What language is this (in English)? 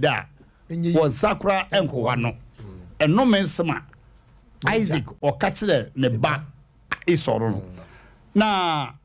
Akan